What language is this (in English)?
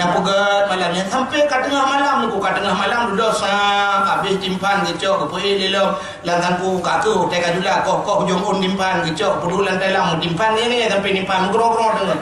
Achinese